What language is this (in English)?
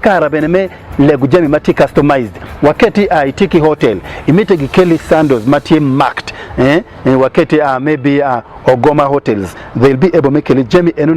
Acoli